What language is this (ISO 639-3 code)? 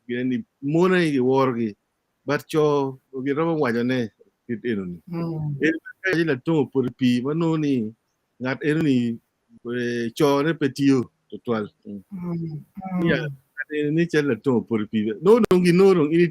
ach